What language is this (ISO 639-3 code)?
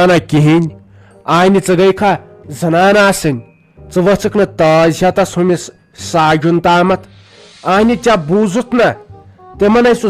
kas